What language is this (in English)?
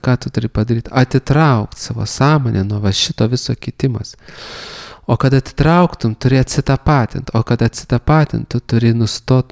Lithuanian